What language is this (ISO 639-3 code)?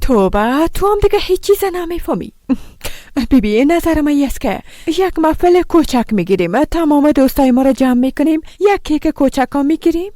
fas